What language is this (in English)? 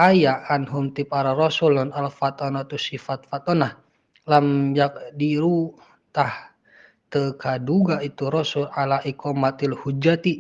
Sundanese